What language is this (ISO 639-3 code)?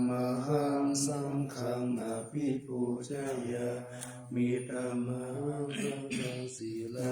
pli